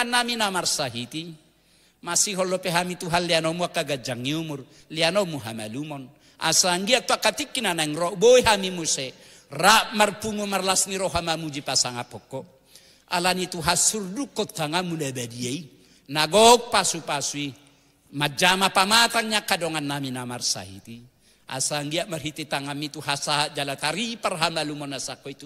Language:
Batak Toba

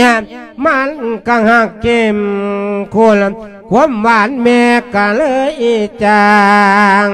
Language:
Lao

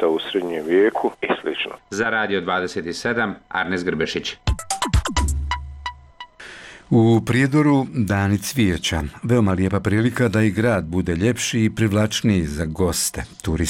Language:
Bosnian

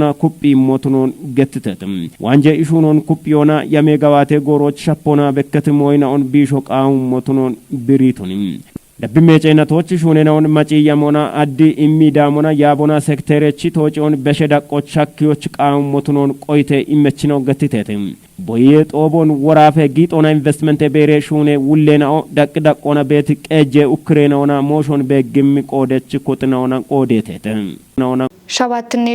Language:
Kafa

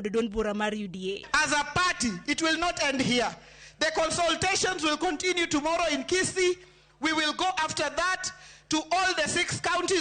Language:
Luo (Kenya and Tanzania)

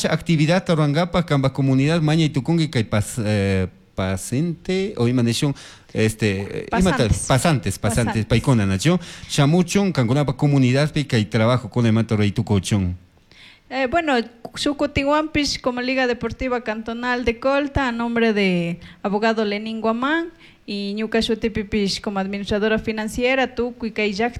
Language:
Chimborazo Highland Quichua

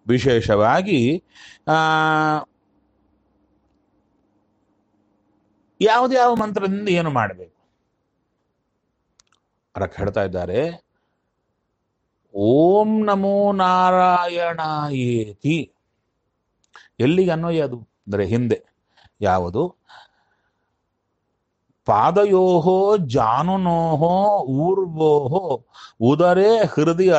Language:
Kannada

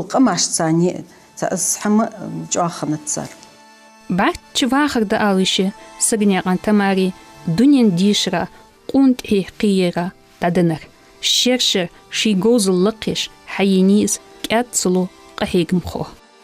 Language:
Ingush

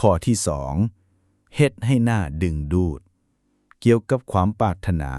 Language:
Lao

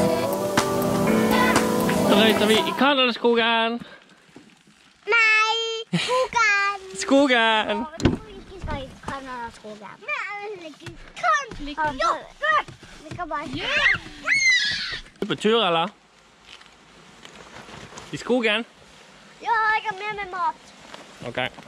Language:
Norwegian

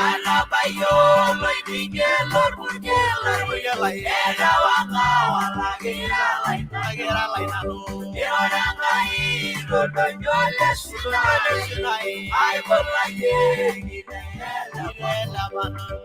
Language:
Masai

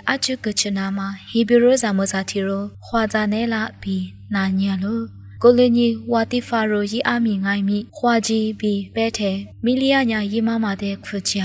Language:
Lisu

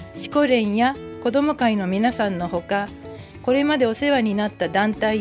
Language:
Japanese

